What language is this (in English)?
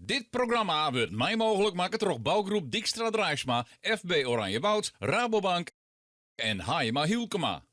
Western Frisian